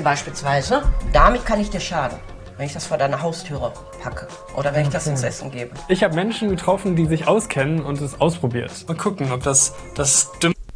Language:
Swiss German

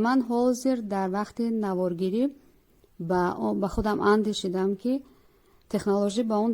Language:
Tajik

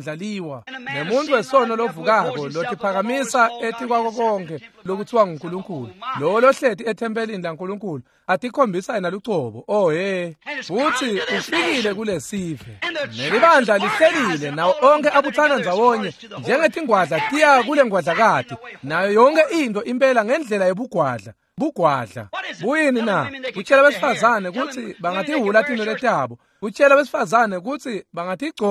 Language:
Swati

